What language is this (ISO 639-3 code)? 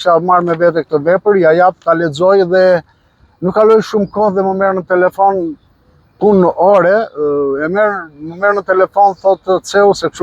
sqi